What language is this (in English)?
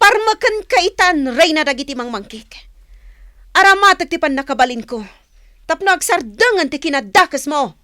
Iloko